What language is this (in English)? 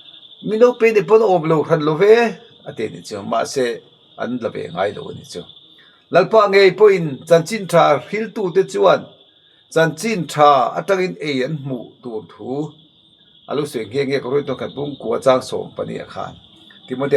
Mizo